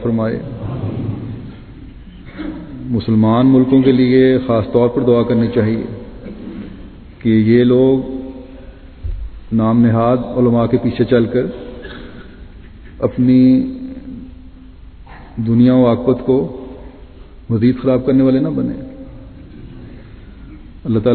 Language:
Urdu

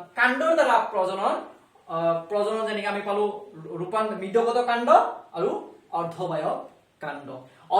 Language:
Assamese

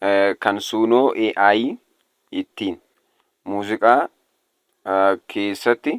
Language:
Oromo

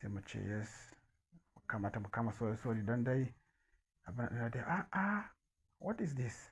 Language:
Hausa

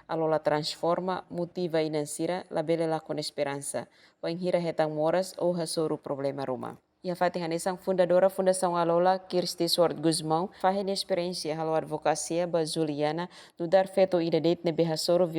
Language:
Tetum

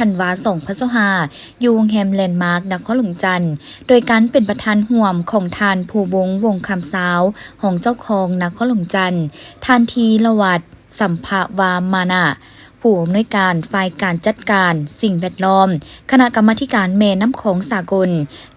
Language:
Lao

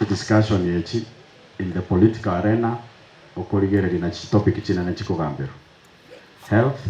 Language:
Gusii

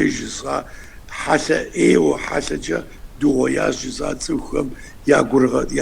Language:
Kabardian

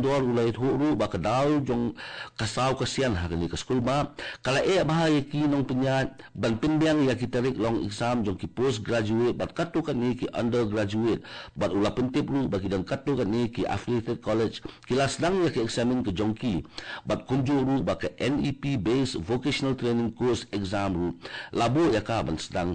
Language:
Khasi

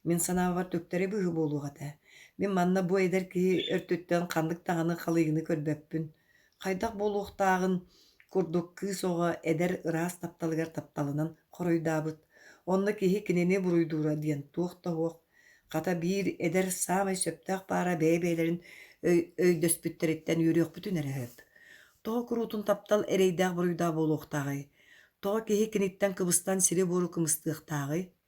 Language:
Yakut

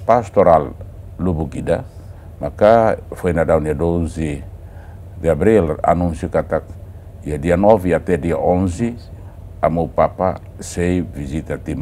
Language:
Tetum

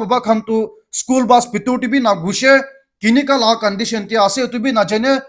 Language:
Naga Pidgin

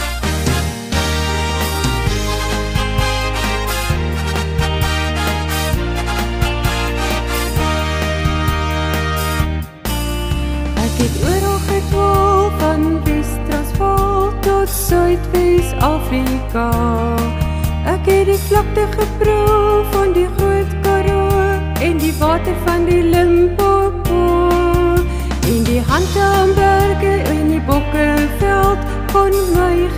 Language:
Afrikaans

